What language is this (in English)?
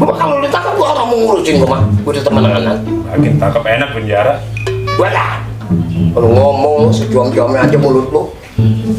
Betawi